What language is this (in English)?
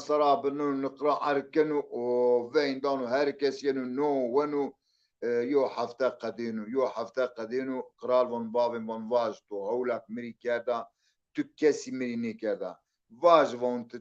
Zaza